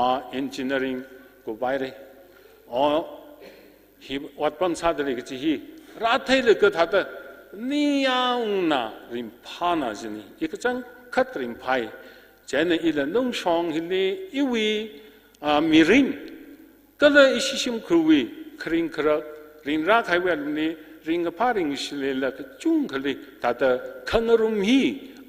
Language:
Tangkhul Naga (India)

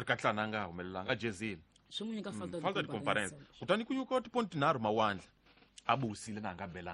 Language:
Tsonga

